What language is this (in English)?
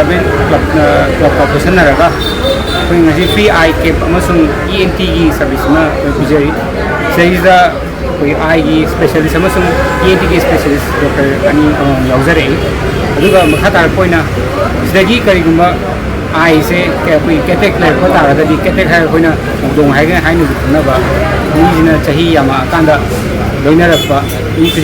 Manipuri